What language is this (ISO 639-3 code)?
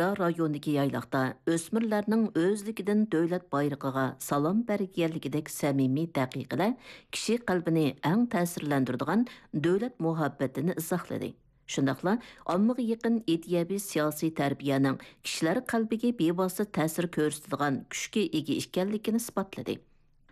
uig